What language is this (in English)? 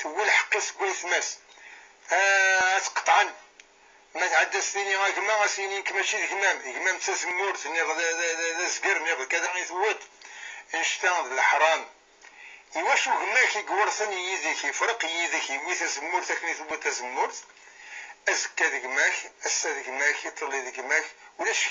Kabyle